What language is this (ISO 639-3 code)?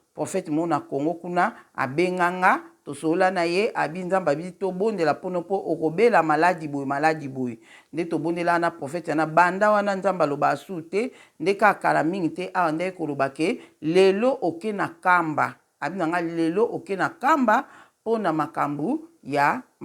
lin